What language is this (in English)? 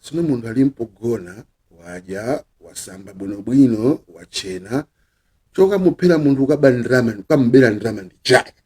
Nyanja